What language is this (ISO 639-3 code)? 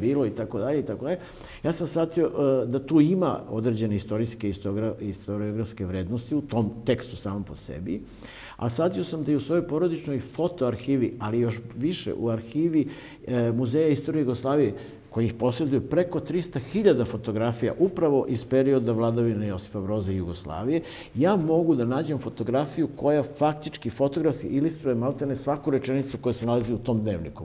srp